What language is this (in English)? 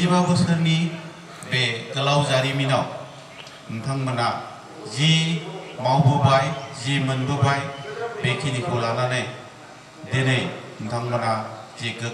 Bodo